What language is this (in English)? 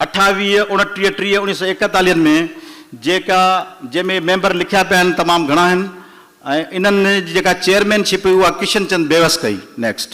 Sindhi